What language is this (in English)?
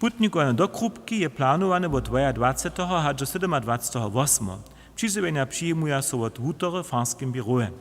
Upper Sorbian